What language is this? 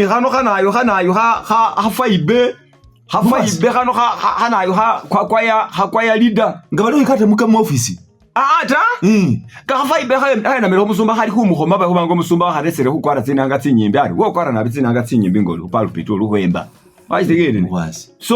Masaaba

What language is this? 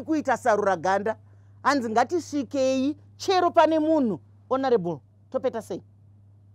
Shona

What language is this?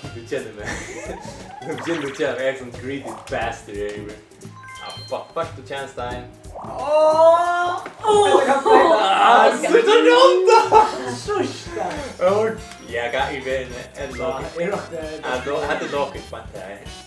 Faroese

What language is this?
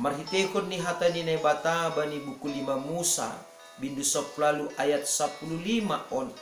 Batak Simalungun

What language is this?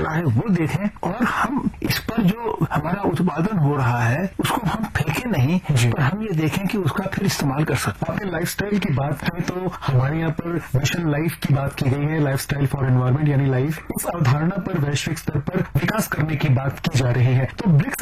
Hindi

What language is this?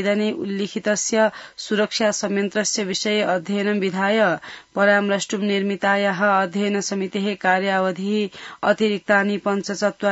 Sanskrit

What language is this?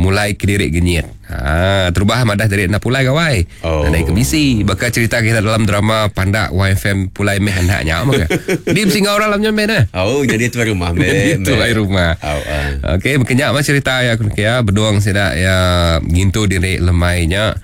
Iban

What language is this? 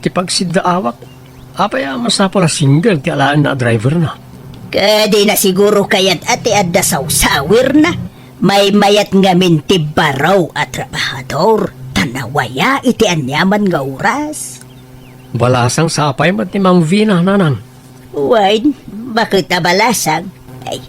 Iloko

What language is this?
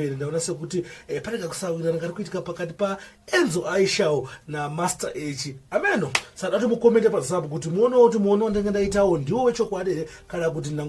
Shona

